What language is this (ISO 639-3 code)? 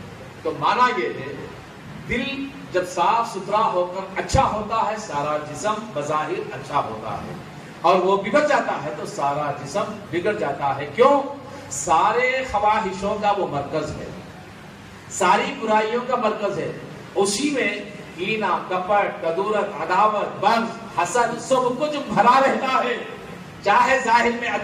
urd